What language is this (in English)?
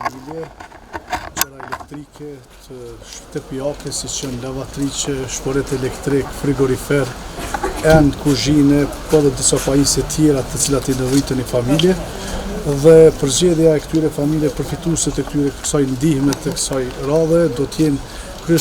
Albanian